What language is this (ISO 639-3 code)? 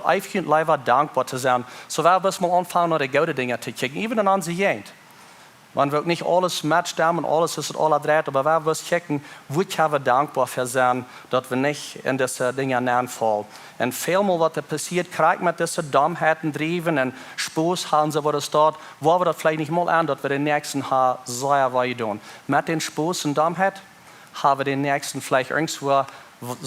pdt